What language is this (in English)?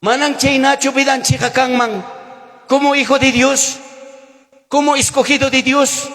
Ayacucho Quechua